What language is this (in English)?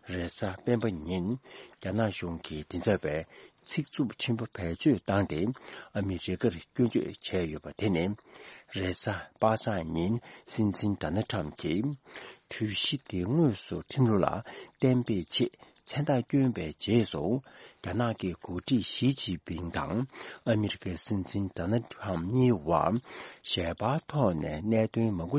Tibetan